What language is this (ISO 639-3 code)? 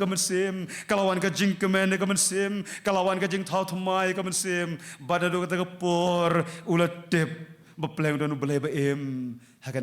kha